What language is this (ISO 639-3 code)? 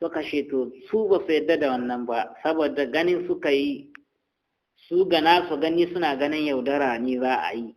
hau